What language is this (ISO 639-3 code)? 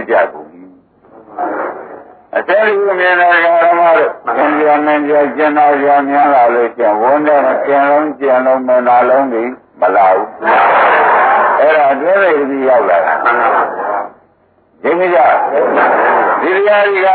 mya